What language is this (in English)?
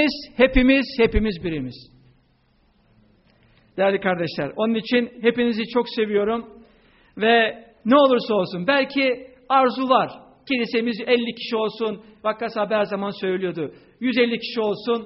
Turkish